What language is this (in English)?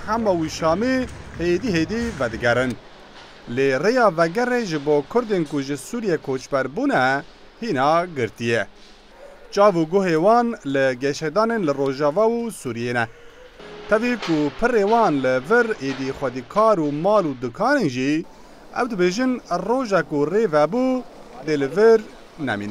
Kurdish